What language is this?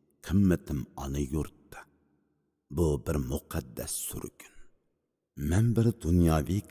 Uyghur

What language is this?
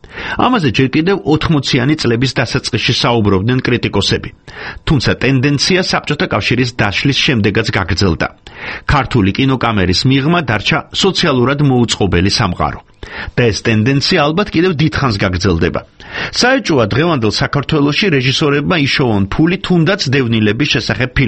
Georgian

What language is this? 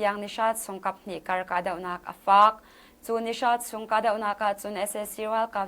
Hakha Chin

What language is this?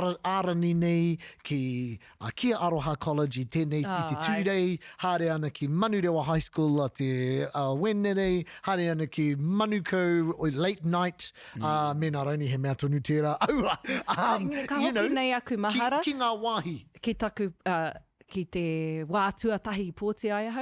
Māori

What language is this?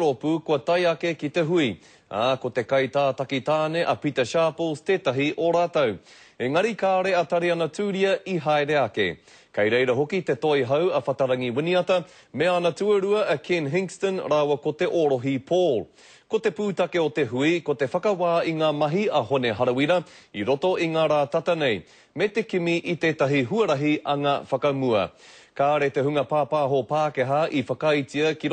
Māori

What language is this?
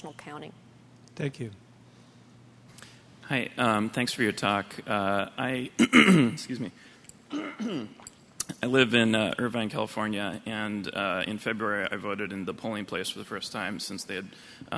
English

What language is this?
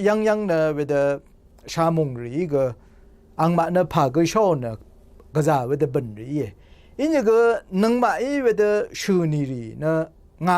Rawang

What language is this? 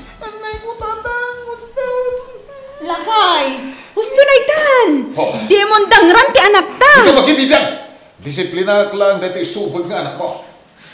Iloko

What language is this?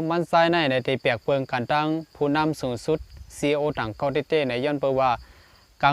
Shan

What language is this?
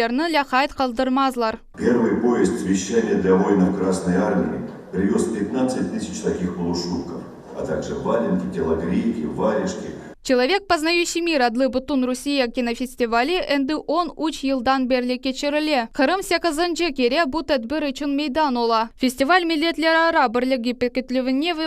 Crimean Tatar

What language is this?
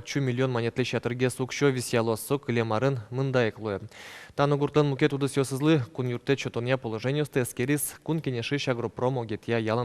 Udmurt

